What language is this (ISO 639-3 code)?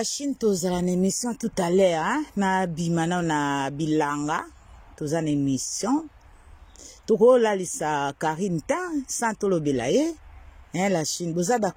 lin